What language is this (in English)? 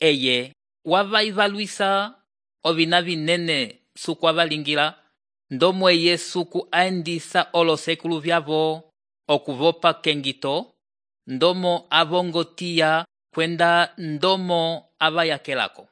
Umbundu